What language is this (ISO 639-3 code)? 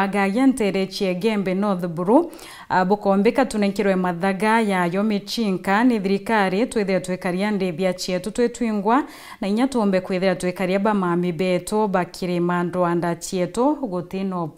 mer